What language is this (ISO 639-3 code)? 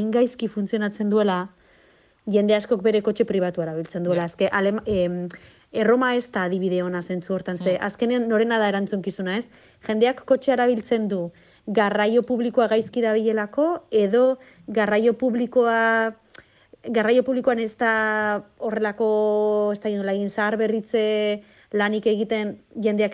eus